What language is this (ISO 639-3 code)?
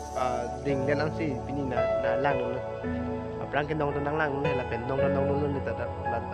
mjw